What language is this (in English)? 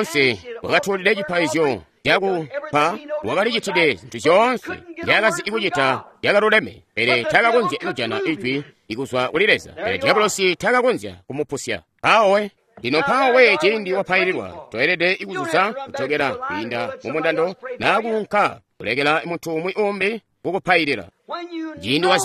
Tonga (Zambia)